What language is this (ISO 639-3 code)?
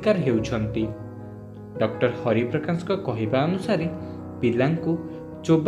ori